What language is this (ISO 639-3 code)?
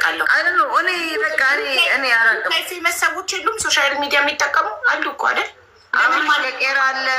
amh